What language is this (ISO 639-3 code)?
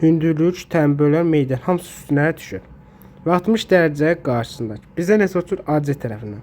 aze